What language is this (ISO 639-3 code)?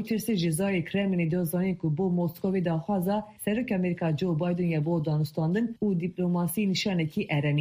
kur